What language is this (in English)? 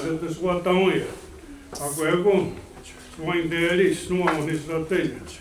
Mohawk